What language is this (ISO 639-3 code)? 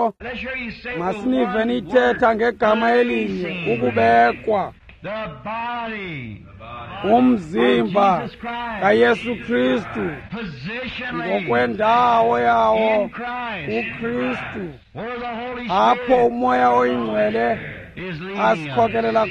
xho